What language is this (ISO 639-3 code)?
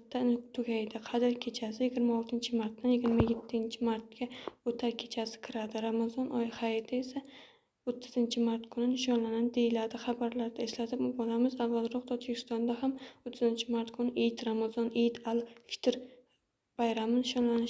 uzb